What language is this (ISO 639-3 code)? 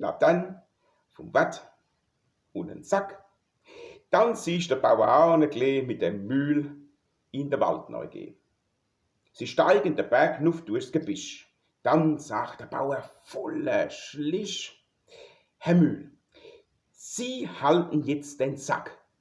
pfl